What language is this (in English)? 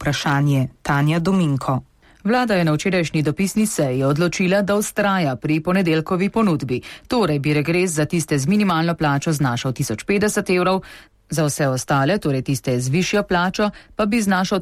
Slovenian